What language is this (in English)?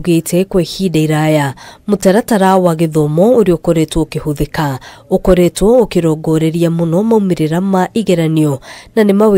Kikuyu